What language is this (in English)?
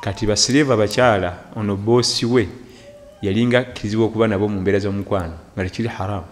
Ganda